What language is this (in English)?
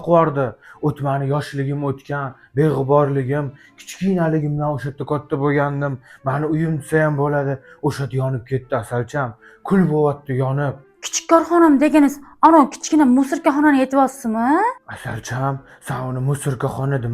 Uzbek